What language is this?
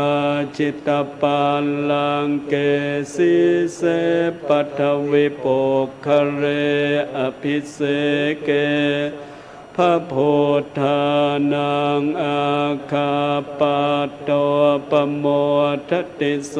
Pali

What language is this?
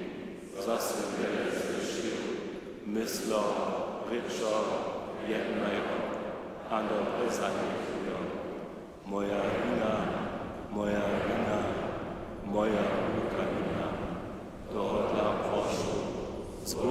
Upper Sorbian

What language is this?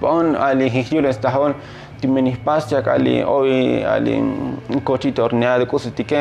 Tzotzil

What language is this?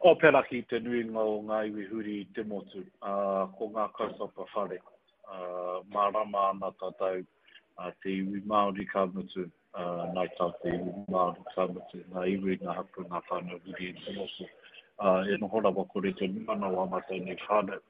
Māori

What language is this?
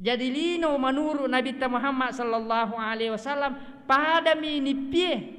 Buginese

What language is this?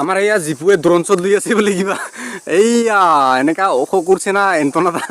Assamese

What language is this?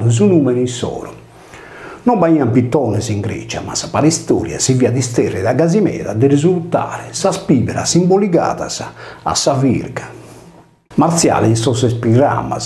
Sardinian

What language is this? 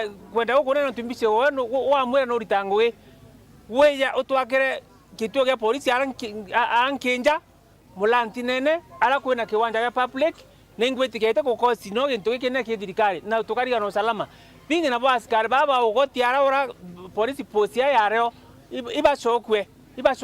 Meru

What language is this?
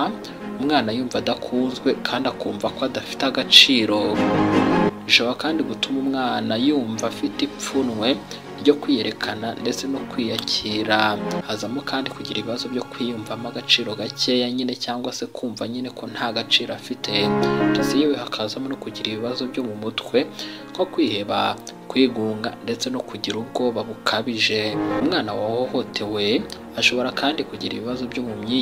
Kinyarwanda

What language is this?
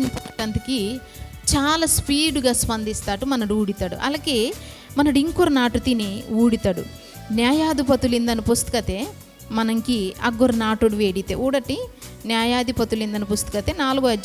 Koya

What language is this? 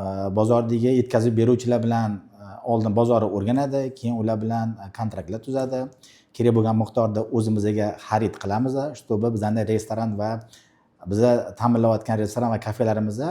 Uzbek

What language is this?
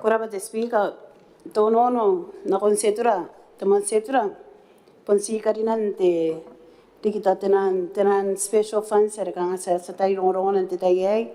Gilbertese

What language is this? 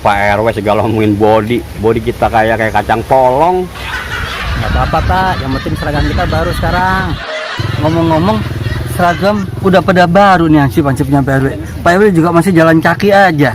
Betawi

